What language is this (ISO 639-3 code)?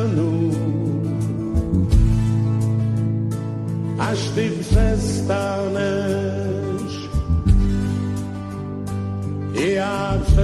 ces